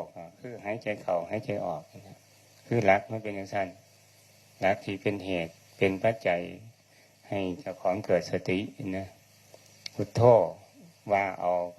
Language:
Northeastern Thai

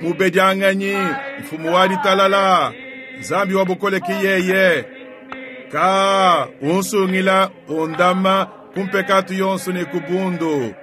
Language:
Luba-Lulua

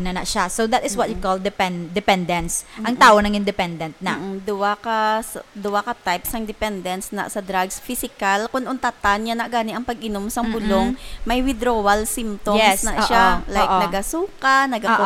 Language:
Hiligaynon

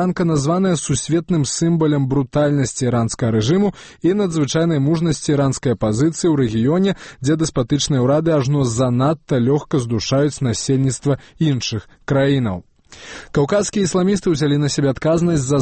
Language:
Belarusian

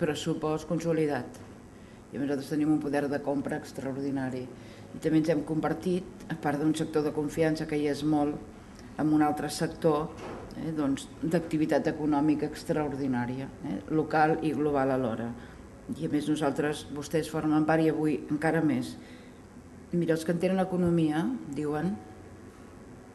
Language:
Catalan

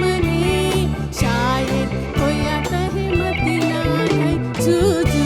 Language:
Newari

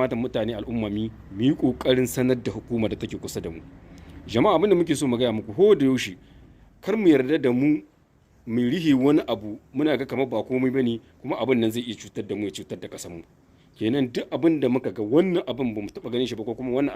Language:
Hausa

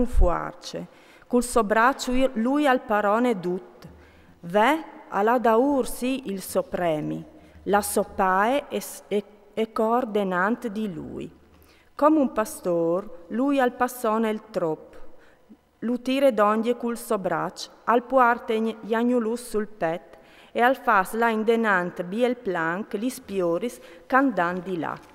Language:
Friulian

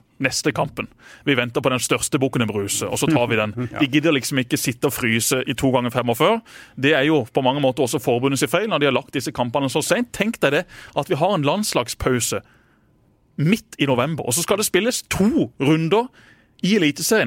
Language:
Norwegian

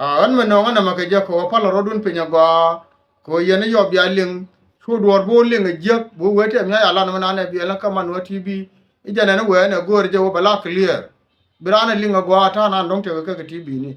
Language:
Nuer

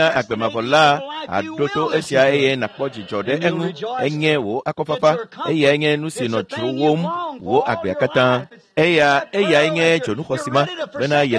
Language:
Ewe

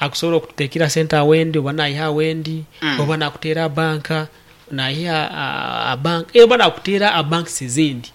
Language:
Nyankole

